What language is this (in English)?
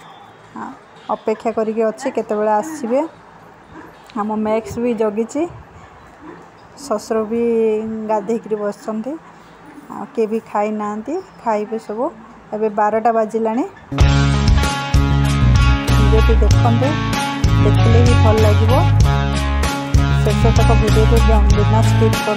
Odia